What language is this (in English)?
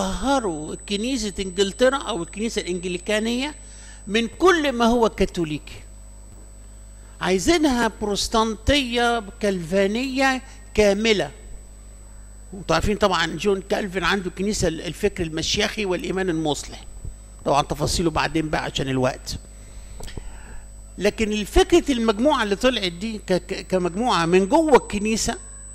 Egyptian Arabic